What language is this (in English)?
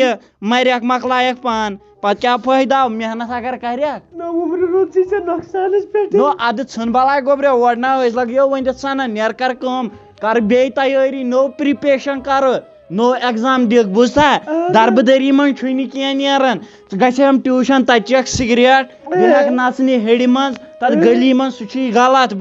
Kashmiri